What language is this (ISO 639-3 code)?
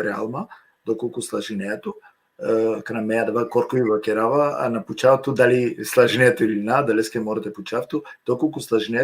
rmn